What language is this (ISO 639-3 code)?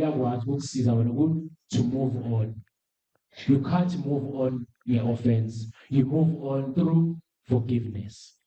zul